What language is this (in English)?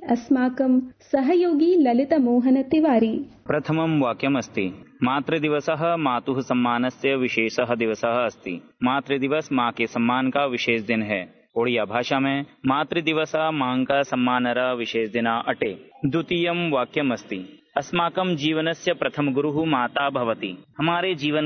Sanskrit